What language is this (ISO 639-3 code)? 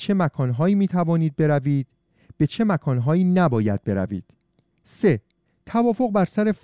fas